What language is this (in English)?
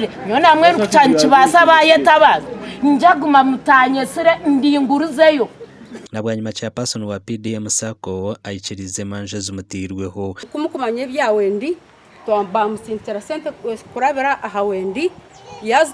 Nyankole